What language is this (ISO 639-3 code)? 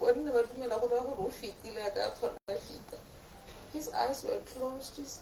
tsn